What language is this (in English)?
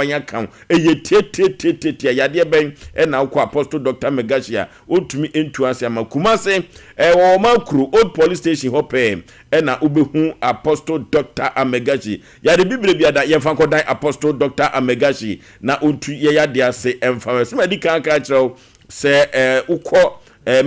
Akan